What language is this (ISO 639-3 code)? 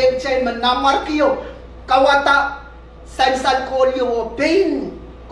pon